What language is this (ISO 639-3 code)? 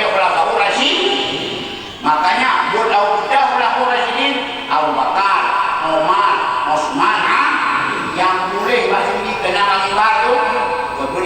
ace